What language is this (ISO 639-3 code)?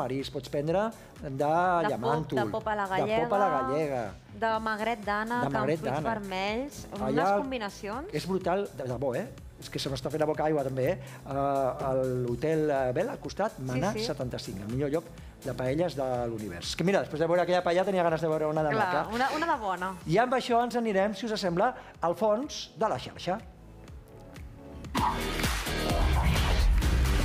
cat